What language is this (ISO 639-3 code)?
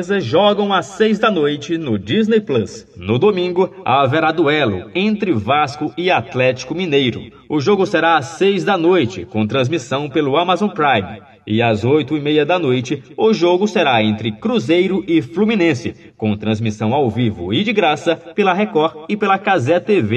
por